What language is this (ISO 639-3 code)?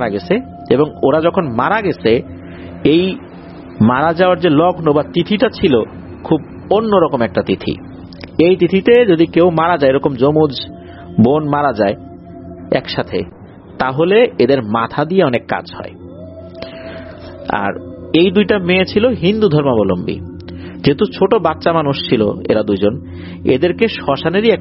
ben